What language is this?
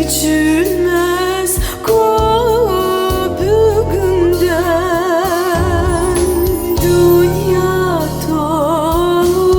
Crimean Tatar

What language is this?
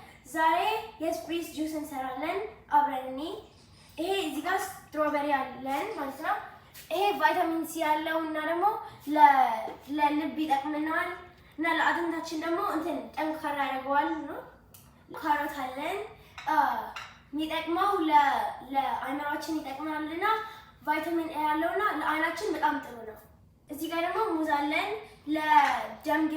Amharic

